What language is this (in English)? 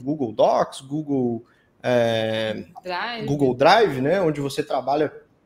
Portuguese